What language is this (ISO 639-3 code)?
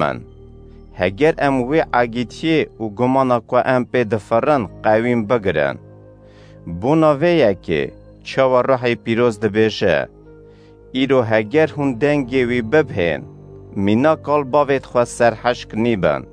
kur